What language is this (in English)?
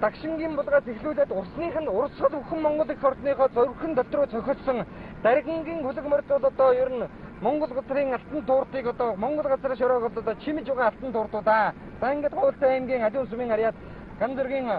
Mongolian